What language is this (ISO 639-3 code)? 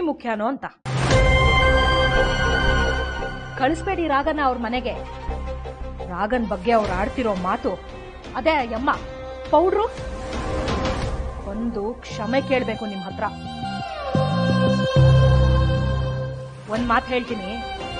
kan